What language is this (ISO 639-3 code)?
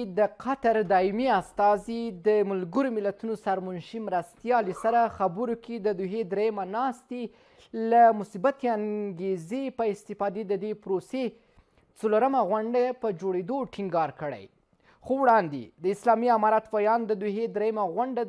pus